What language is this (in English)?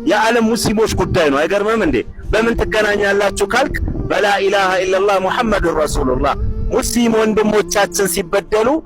Amharic